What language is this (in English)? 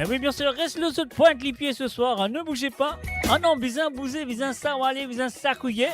Morisyen